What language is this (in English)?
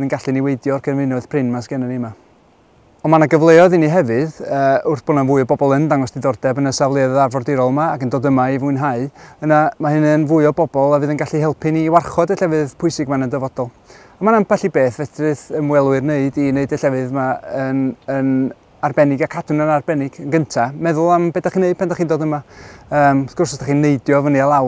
Welsh